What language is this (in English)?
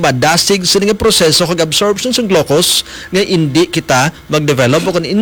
Hiligaynon